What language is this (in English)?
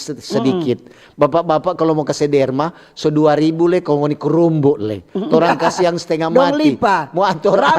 Manado Malay